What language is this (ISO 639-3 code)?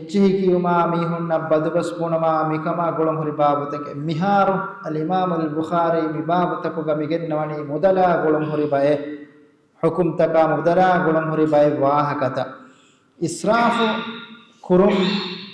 div